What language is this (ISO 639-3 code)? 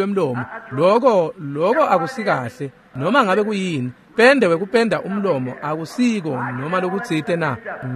ssw